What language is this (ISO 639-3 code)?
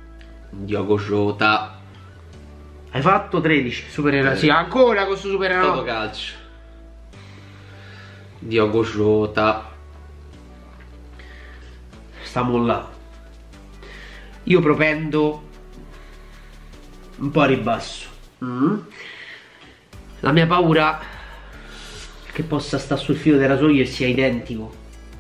ita